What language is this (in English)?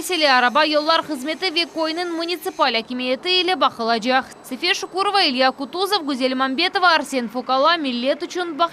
Crimean Tatar